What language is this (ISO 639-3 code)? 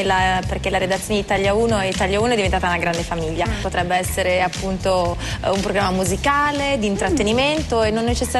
ita